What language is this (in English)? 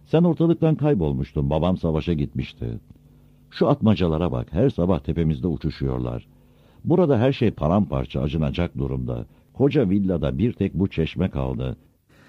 Turkish